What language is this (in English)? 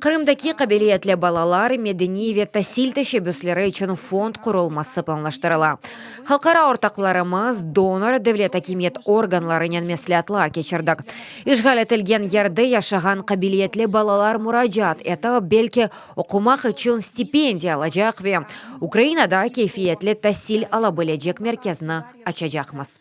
Crimean Tatar